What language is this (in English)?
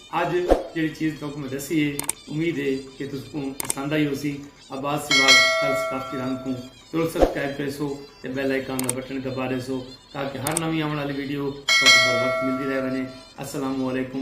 Saraiki